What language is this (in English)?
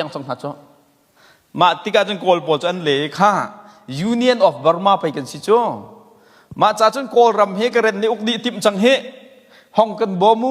Hakha Chin